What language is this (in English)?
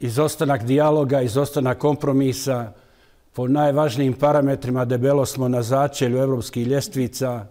Bosnian